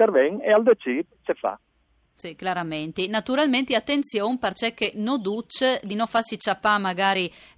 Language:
Friulian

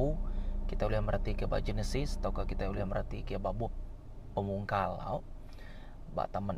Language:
Iban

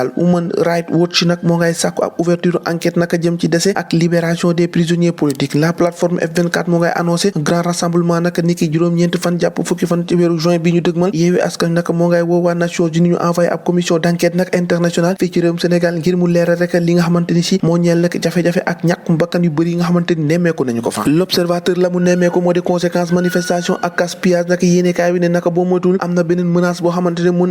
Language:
Wolof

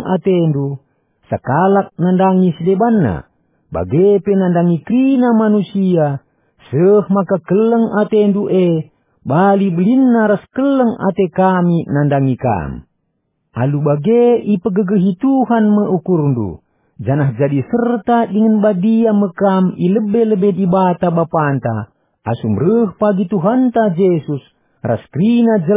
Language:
Batak Karo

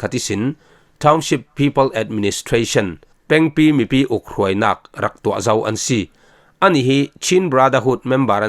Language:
Falam Chin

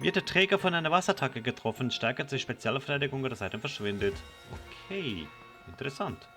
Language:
Swiss German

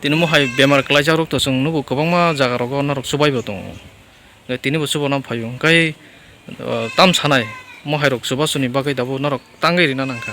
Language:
Kok Borok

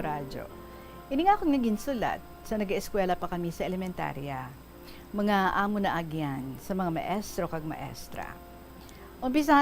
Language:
Hiligaynon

